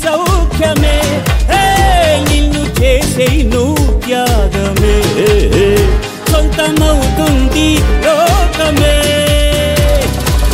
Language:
Telugu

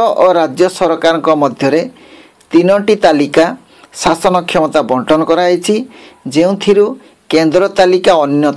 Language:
Odia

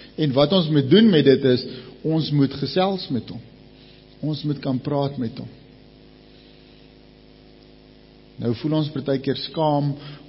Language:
Afrikaans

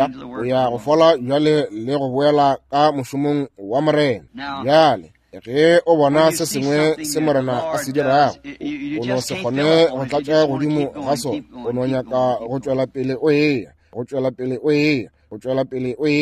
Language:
Northern Sotho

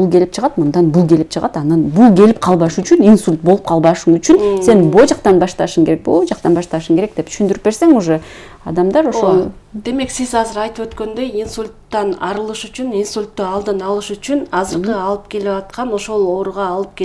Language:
Kyrgyz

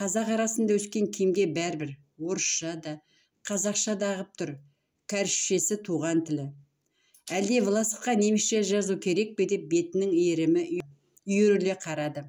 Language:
Kazakh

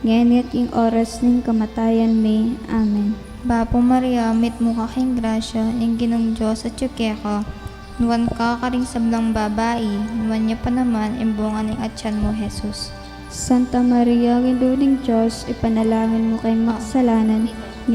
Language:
Pampanga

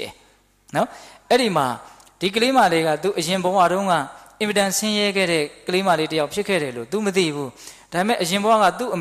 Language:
Burmese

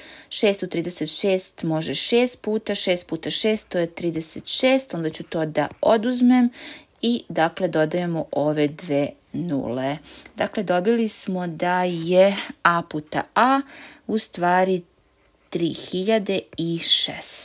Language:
Serbian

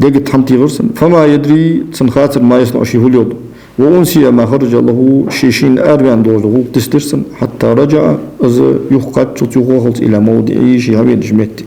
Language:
Ingush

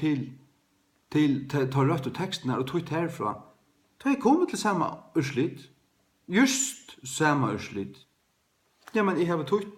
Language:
Faroese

